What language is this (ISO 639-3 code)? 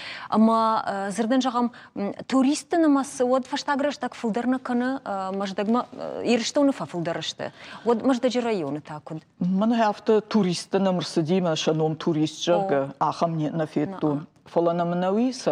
oss